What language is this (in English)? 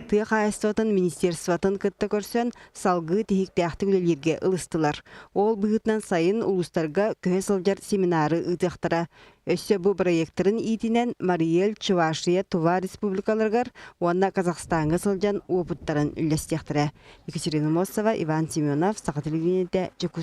Yakut